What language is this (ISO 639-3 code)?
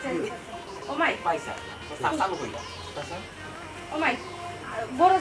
syl